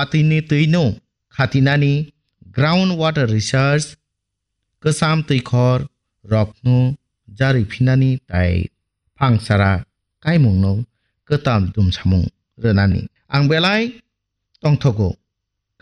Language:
Kok Borok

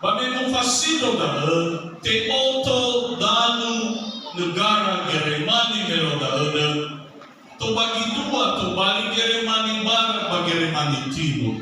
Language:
Nias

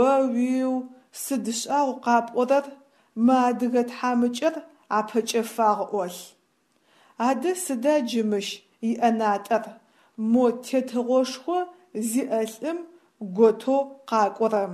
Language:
Adyghe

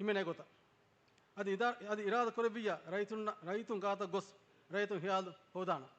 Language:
Divehi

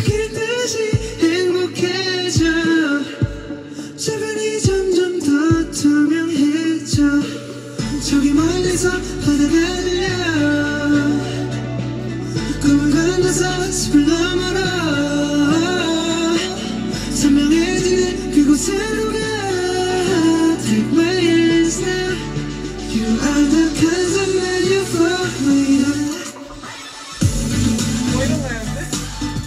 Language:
Korean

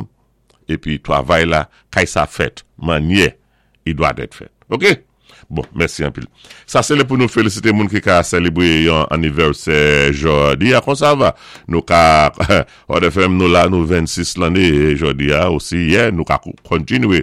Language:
Saint Lucian Creole French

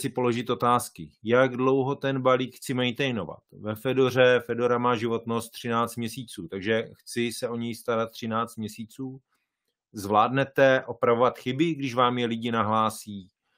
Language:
Czech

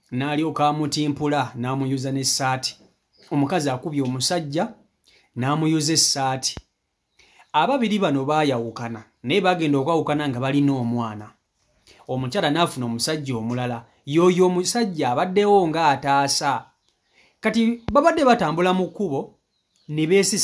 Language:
Ganda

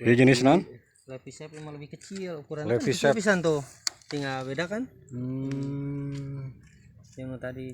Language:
Sundanese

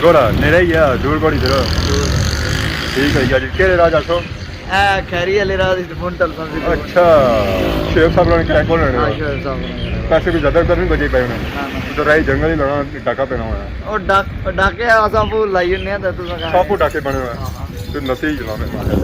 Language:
Pahari-Potwari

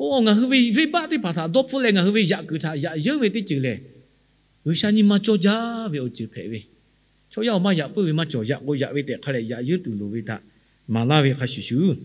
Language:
Lahu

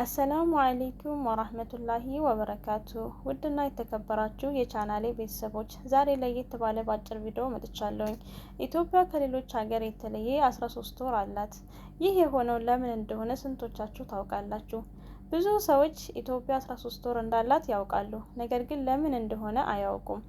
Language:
Amharic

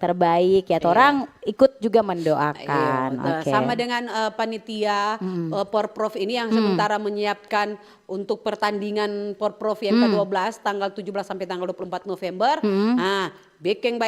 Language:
Manado Malay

